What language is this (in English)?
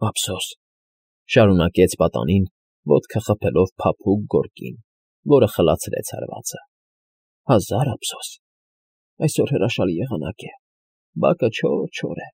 Armenian